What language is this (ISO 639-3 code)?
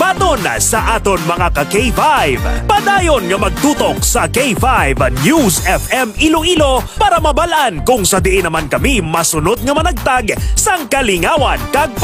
hil